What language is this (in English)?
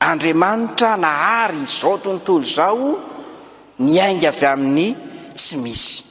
Malagasy